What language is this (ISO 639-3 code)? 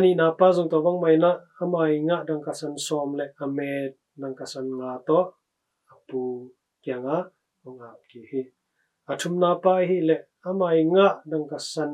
ctd